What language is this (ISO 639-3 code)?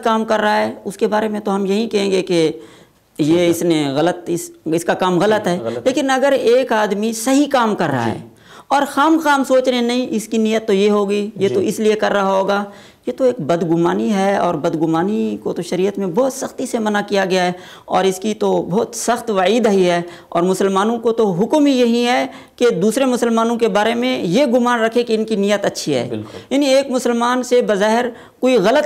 urd